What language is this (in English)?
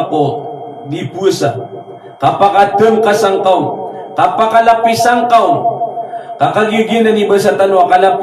Maranao